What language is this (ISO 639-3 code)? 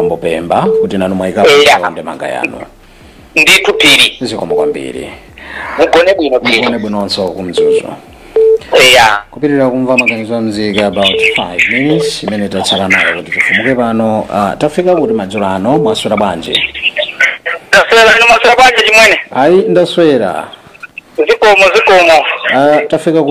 nya